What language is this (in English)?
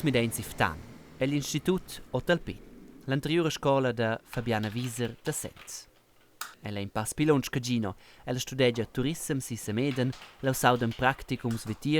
Romansh